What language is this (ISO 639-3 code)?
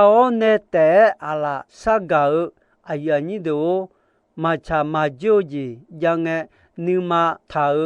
ahk